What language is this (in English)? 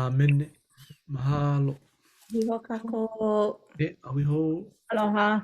Hawaiian